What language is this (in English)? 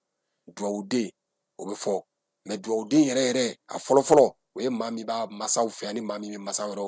Bambara